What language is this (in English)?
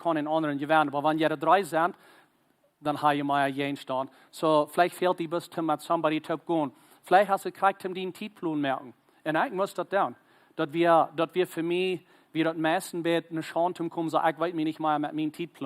Plautdietsch